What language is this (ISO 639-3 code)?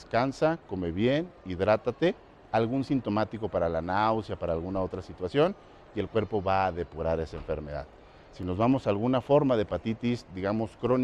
spa